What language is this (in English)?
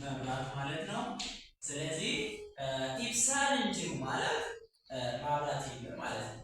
Amharic